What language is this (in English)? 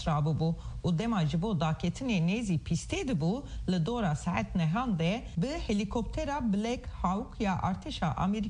Kurdish